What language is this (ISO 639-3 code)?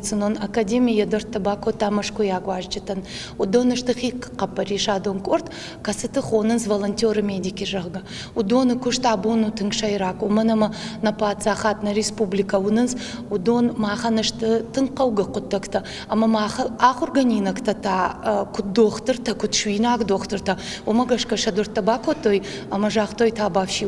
oss